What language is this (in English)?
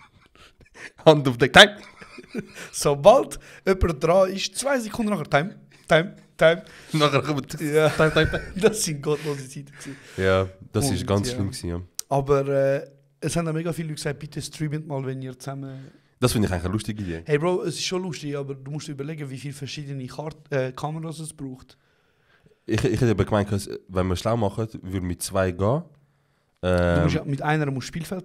Swiss German